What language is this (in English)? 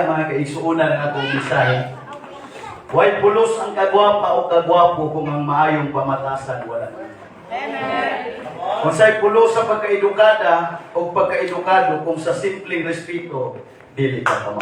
Cebuano